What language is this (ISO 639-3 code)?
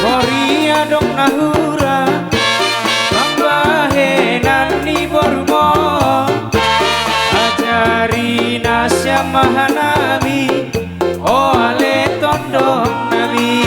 bts